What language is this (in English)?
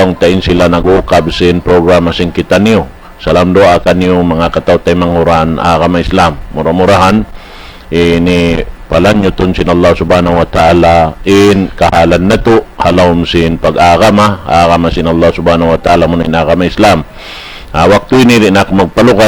Tausug